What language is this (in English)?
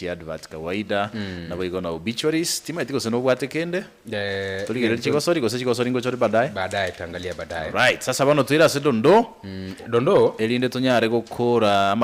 Gusii